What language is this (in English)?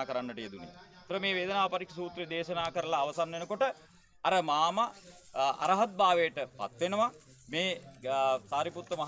Sinhala